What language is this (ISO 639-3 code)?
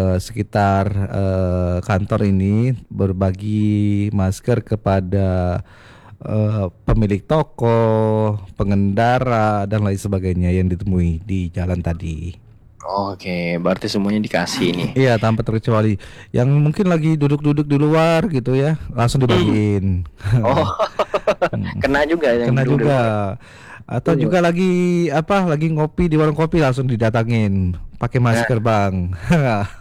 ind